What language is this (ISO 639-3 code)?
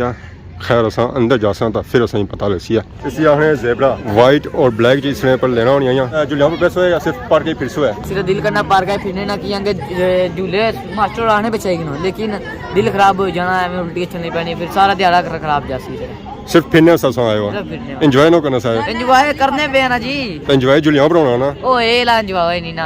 phr